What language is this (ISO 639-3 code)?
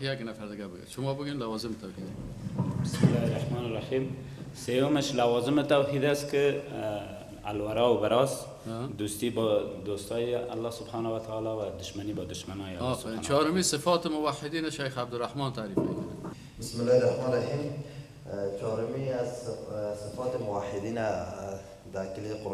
fas